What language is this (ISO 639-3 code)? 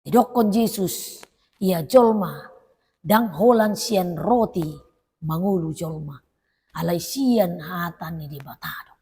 bbc